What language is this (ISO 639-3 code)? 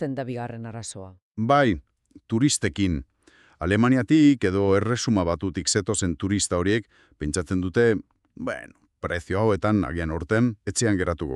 eus